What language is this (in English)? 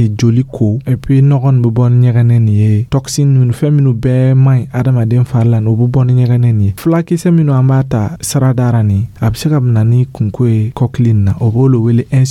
Dyula